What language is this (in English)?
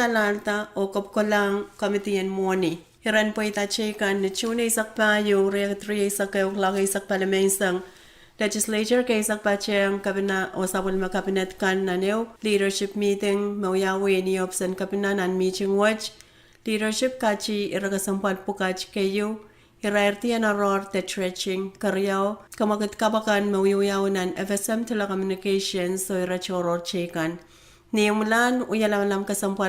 Pohnpeian